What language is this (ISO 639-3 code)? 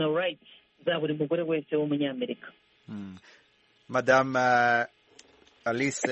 kin